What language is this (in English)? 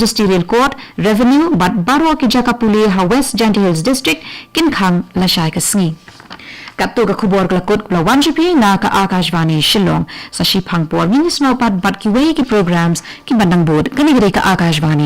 Khasi